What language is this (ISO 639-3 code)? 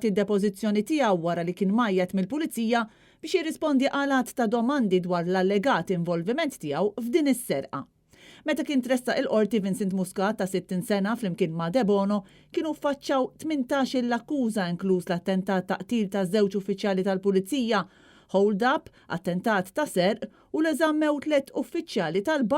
mlt